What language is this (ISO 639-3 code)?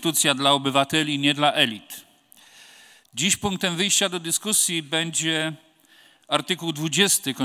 pol